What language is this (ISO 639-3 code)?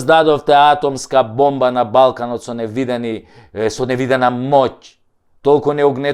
mkd